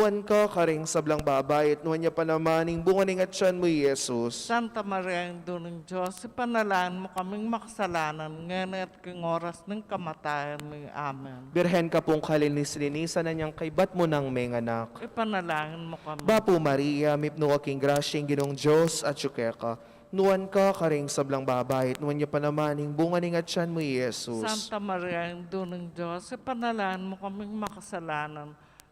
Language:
Pampanga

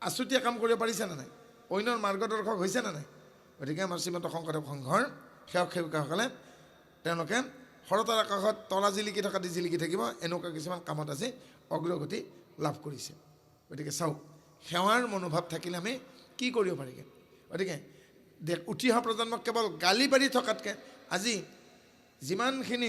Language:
Assamese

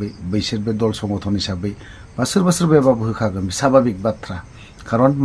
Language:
Bodo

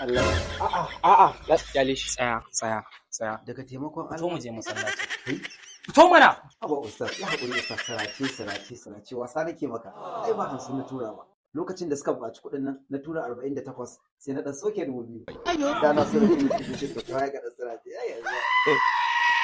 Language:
Hausa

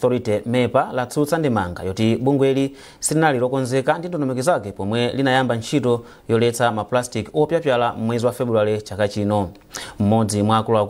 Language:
Nyanja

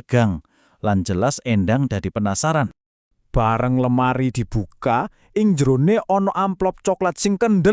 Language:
Javanese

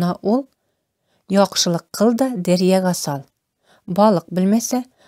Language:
Tatar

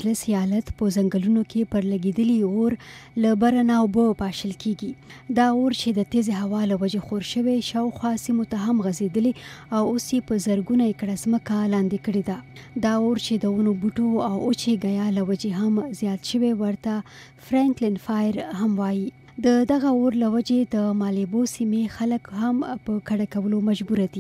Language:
Pashto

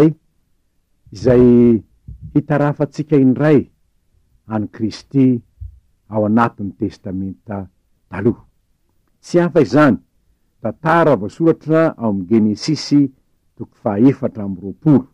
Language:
Malagasy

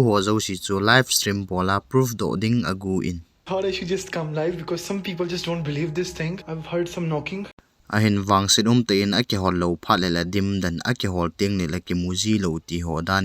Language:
Thado Chin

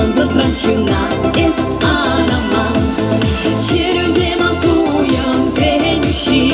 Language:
Chuvash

